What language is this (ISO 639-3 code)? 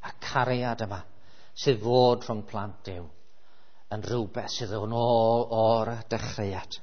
cym